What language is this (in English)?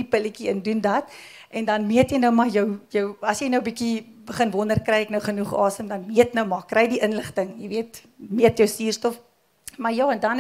Afrikaans